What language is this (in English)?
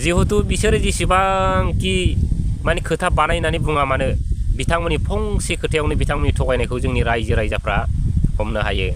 Bodo